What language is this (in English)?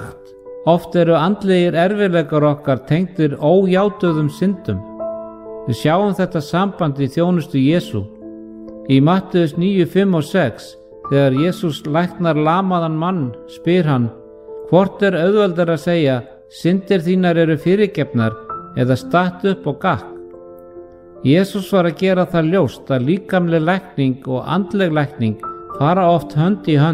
Icelandic